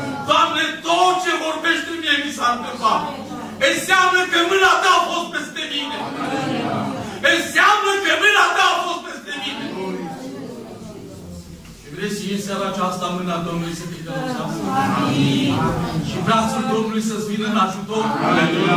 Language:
Romanian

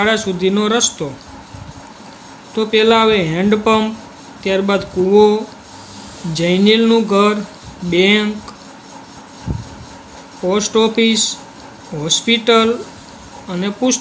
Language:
Gujarati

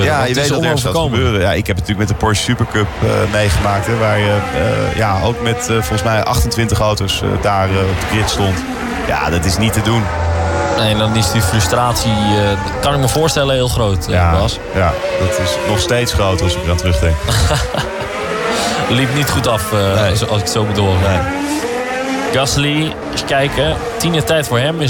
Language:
Dutch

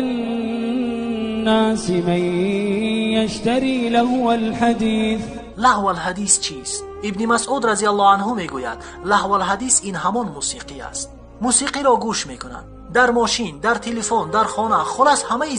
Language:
Tajik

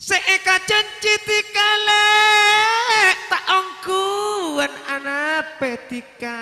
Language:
Madurese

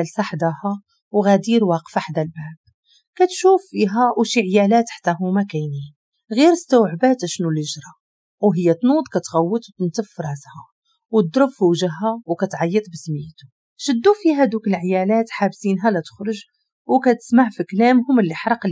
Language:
Moroccan Arabic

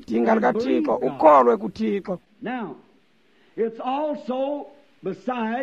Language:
Xhosa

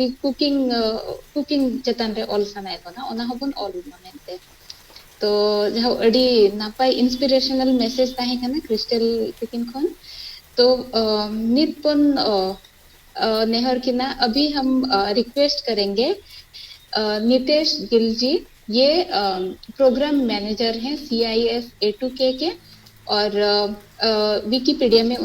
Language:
Santali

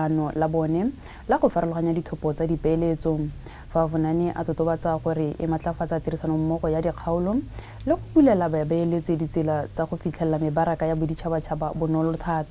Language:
Tswana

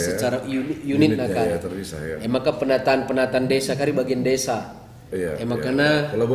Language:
Batak Karo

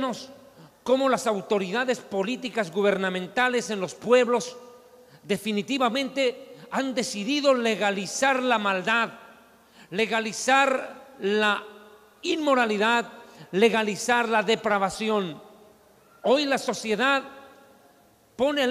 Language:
Spanish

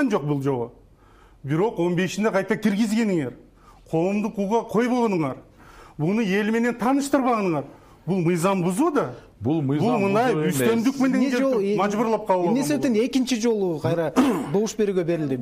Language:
Kyrgyz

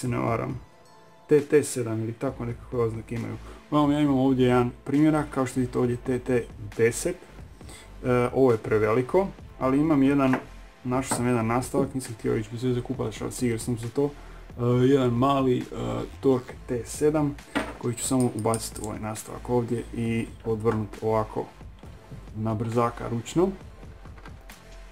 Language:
Croatian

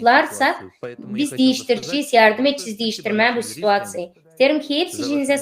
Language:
Gagauz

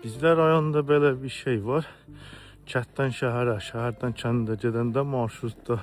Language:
Azerbaijani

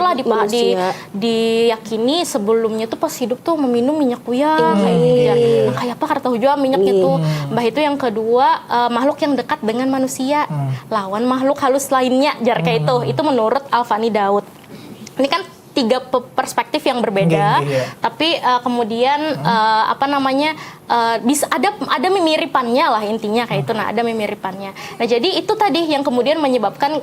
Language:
Banjar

